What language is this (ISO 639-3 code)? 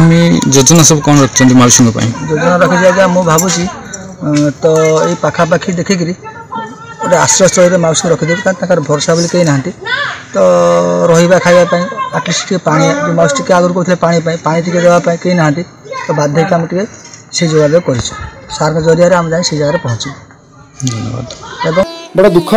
ori